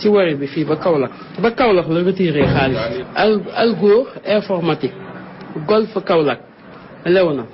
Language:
Wolof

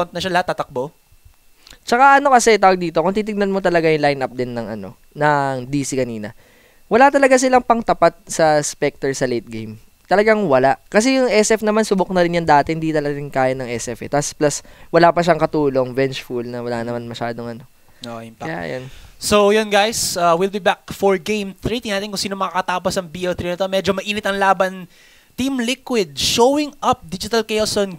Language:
Filipino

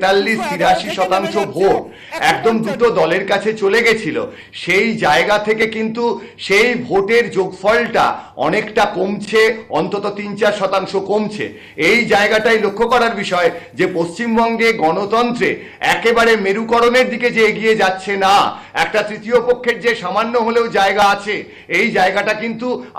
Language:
Bangla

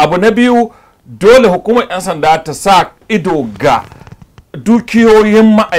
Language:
Hausa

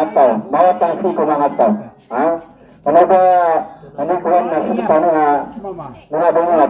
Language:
Maranao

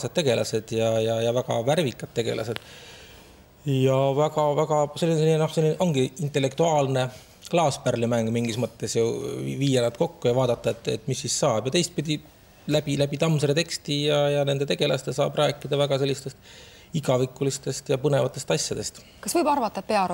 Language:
Estonian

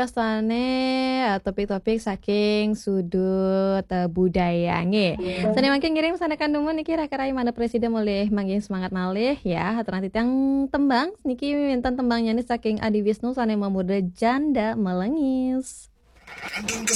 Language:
Balinese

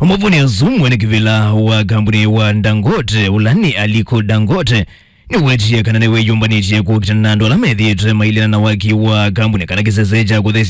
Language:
Kamba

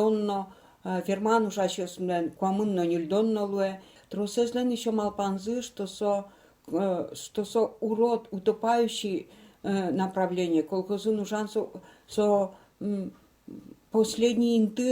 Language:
Udmurt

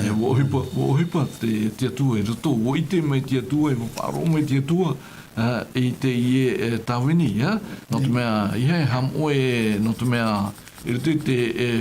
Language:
Tahitian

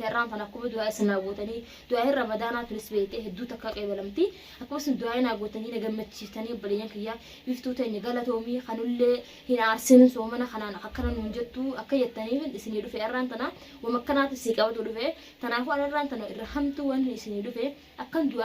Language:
Oromo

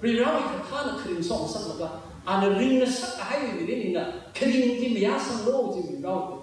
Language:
Tangkhul Naga (India)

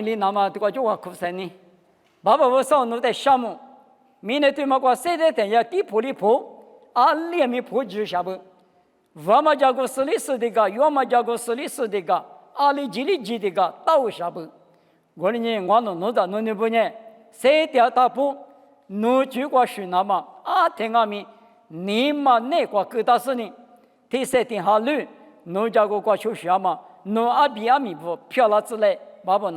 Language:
Lisu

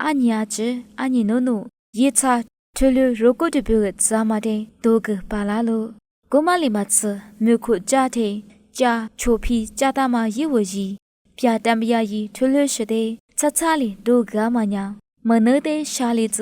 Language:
Lisu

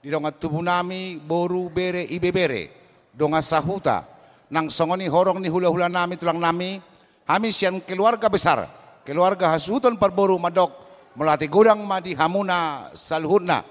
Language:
Batak Toba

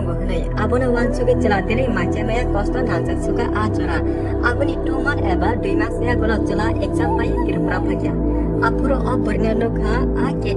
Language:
Kok Borok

